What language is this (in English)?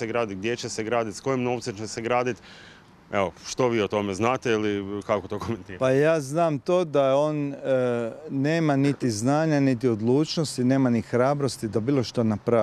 Croatian